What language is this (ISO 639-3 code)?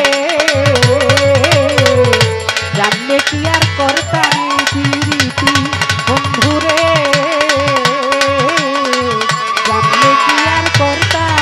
ben